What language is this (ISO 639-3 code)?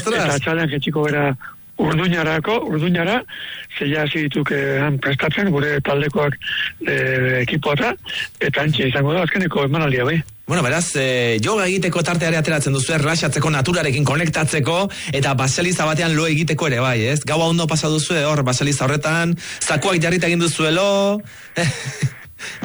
eus